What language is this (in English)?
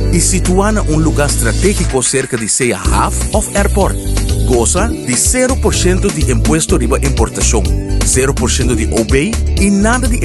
Papiamento